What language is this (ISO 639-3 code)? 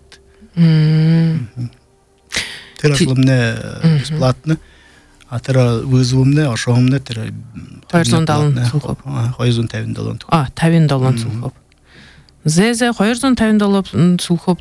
bua